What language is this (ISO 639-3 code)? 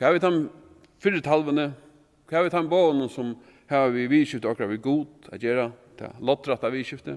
fao